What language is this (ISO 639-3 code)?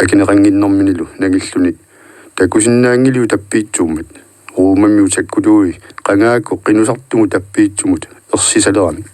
kal